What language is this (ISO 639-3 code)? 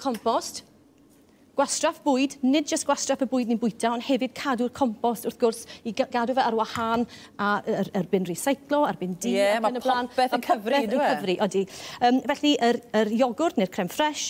cym